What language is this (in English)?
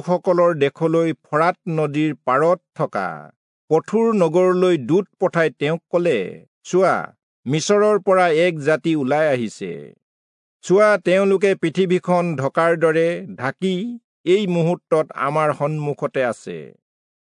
Assamese